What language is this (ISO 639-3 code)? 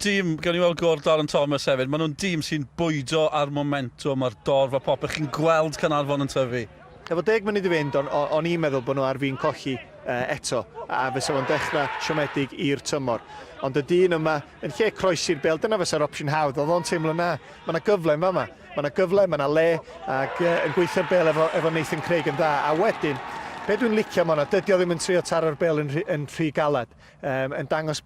cym